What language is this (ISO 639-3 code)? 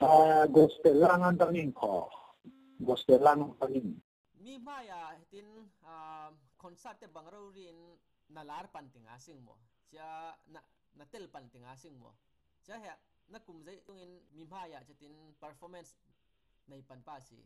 cfm